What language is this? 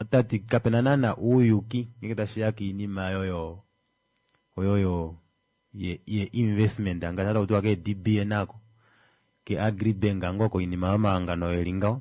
Kuanyama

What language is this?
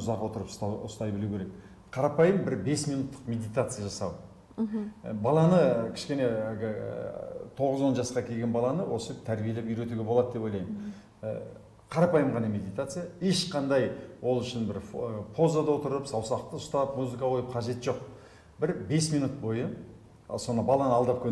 Kazakh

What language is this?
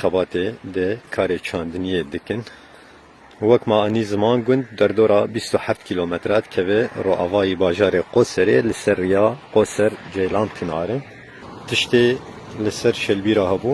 Kurdish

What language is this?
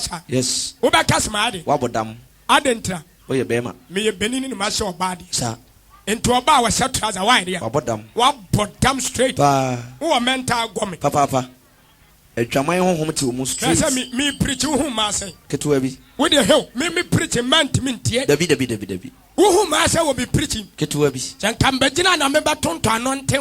Akan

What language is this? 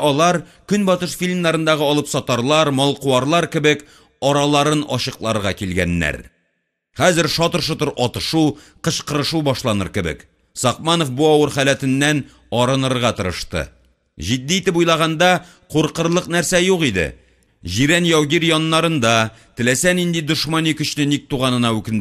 Tatar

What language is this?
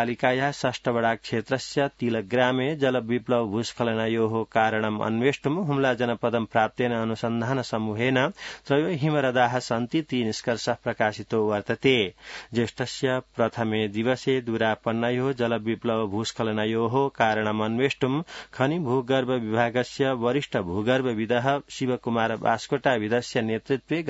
Sanskrit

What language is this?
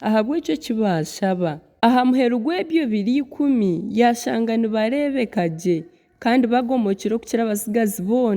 Nyankole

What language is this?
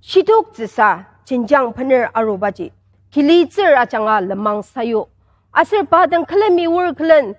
Ao Naga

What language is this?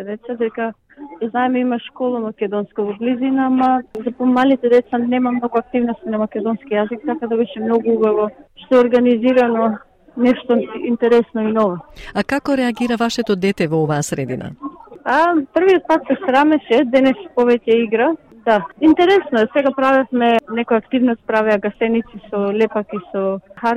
Macedonian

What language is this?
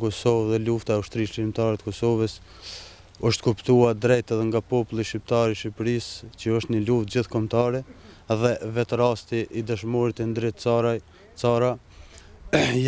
Albanian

